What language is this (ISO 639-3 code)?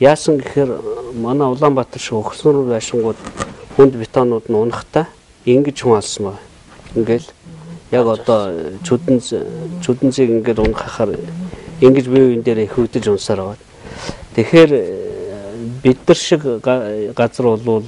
mon